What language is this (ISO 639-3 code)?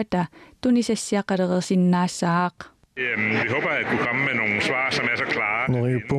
kal